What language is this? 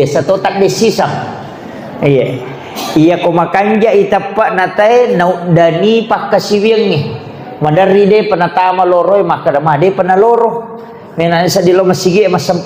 Buginese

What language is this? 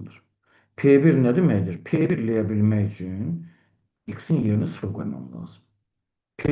Azerbaijani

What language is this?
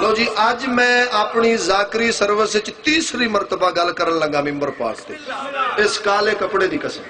Saraiki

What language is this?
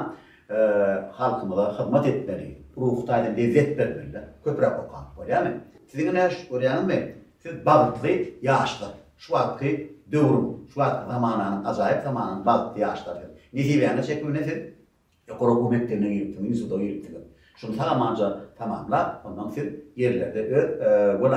Turkmen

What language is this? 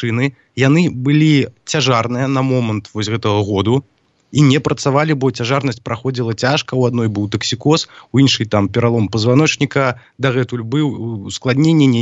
Belarusian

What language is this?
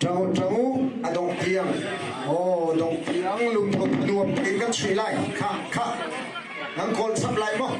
Hakha Chin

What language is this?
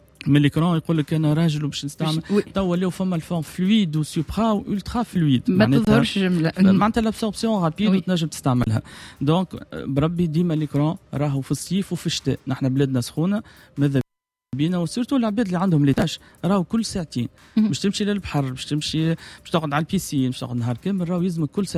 Tunisian Arabic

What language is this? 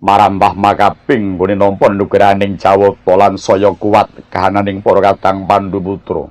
Javanese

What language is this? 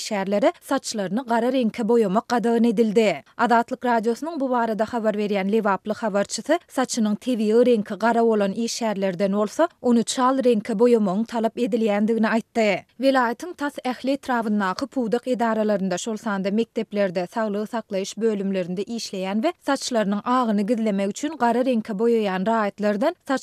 Turkmen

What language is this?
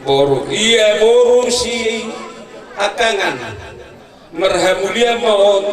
Batak Toba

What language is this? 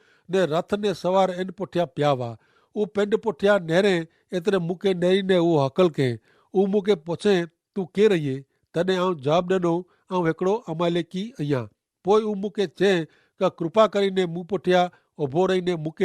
Kachhi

